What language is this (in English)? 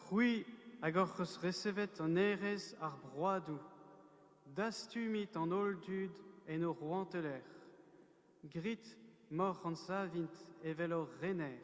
Breton